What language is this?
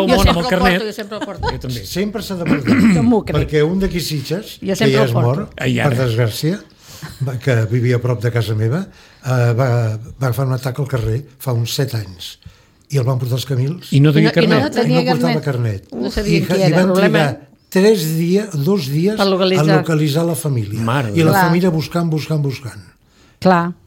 Catalan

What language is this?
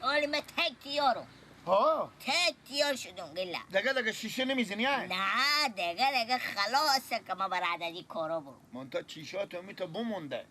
Persian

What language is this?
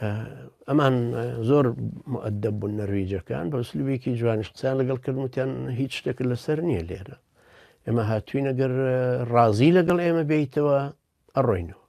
Central Kurdish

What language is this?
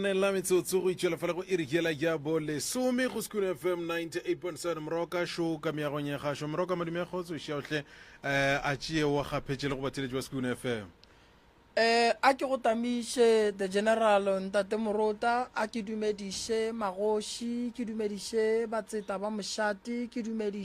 Northern Sotho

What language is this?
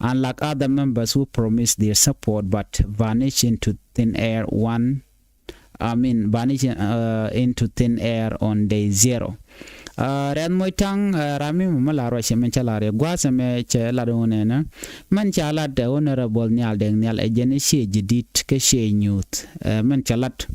Nuer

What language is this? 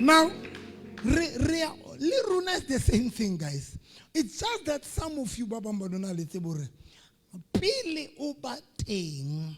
Southern Sotho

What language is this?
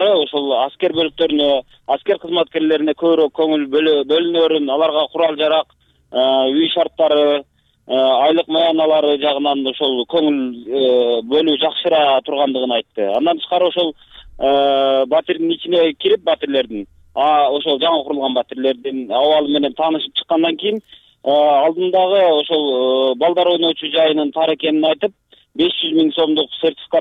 Kyrgyz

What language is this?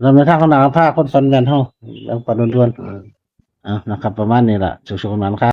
Northeastern Thai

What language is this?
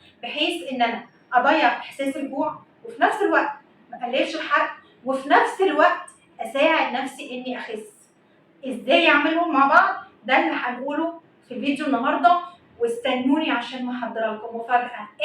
Egyptian Arabic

